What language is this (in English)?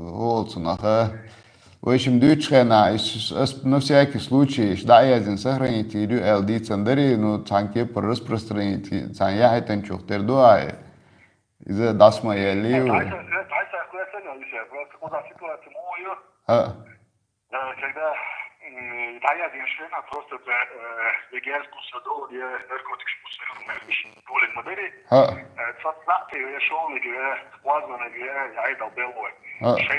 Chechen